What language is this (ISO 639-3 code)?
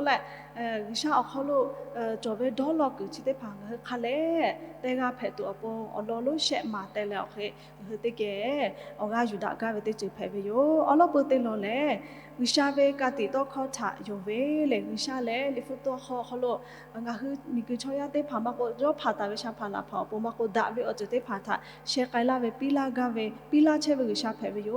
lhu